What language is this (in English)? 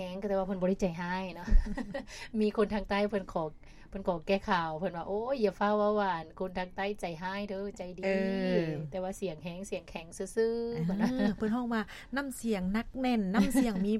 Lao